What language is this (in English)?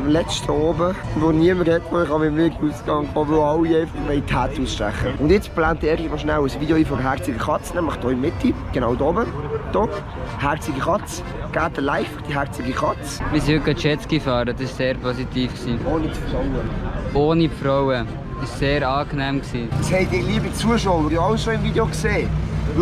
Swiss German